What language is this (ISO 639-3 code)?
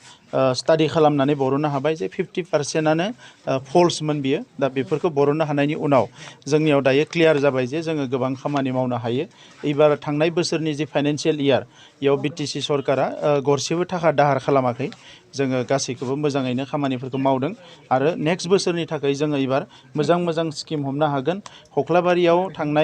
brx